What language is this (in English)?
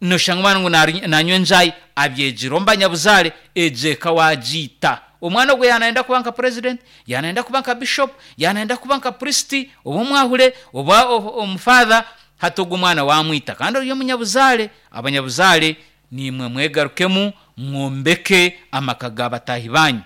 Nyankole